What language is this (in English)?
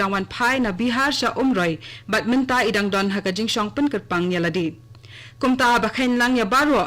Khasi